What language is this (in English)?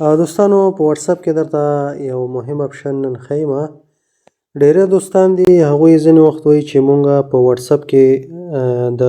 Pashto